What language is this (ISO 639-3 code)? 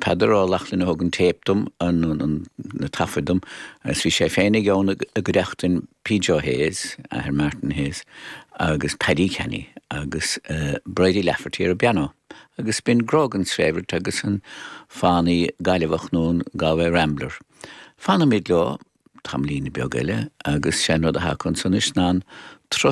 gle